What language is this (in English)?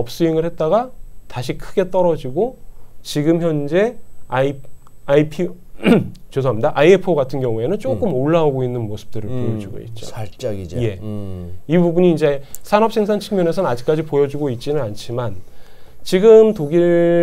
Korean